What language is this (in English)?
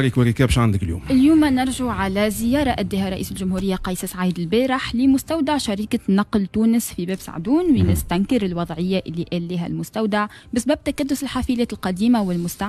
Tunisian Arabic